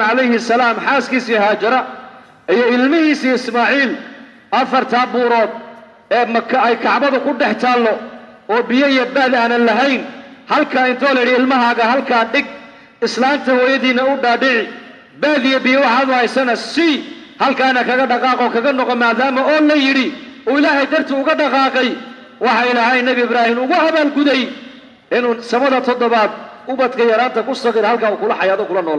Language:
Somali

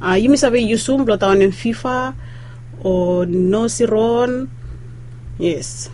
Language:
Bislama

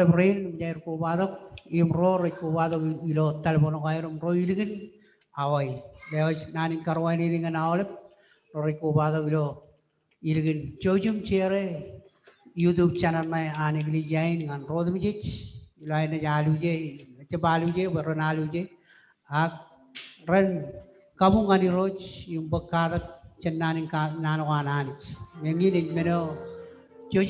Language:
Marshallese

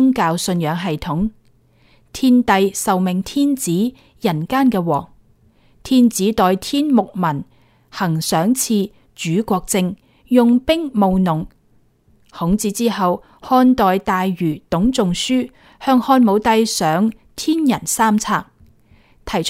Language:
Cantonese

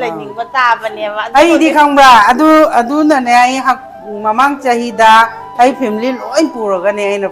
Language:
Manipuri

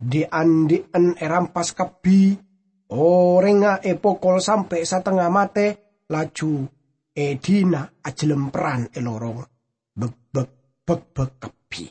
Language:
Madurese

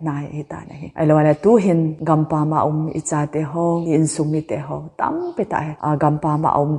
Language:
Thado Chin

